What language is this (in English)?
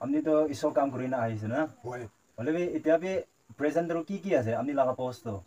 Naga Pidgin